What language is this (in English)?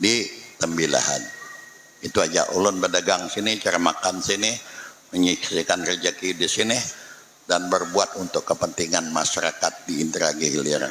Banjar